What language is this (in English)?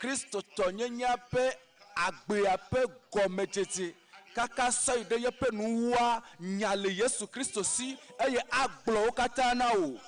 Ewe